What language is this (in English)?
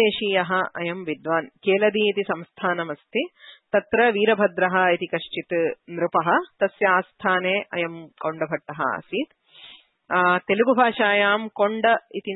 Sanskrit